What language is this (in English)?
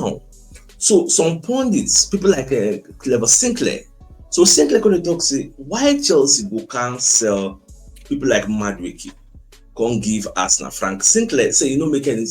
Nigerian Pidgin